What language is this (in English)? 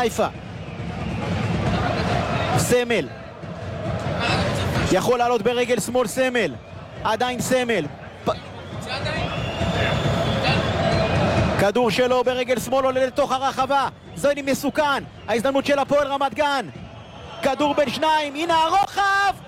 Hebrew